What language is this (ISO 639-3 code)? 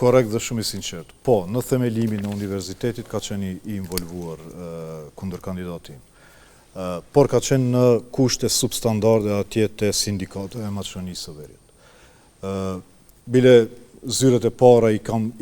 sqi